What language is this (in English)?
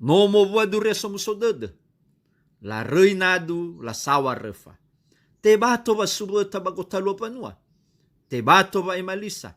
Nias